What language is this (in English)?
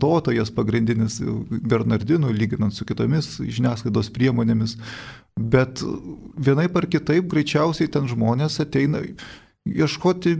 Lithuanian